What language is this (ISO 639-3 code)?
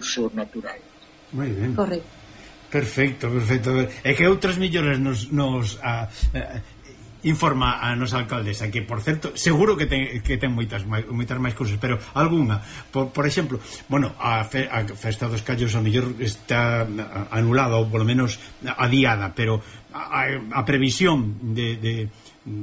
glg